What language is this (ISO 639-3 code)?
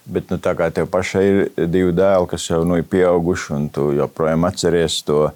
lav